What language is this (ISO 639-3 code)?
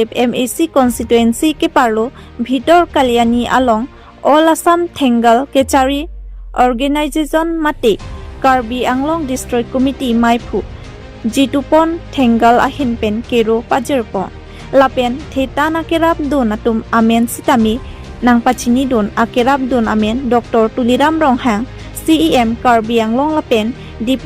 mjw